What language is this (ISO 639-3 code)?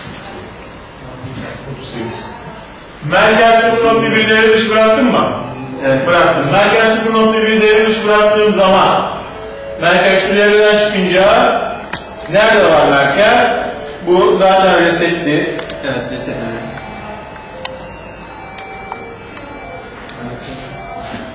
tur